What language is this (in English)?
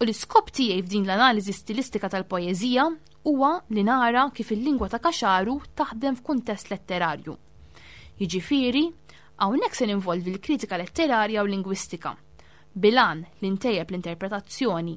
Maltese